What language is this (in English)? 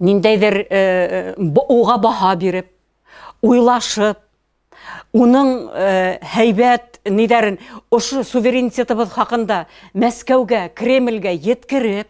Bashkir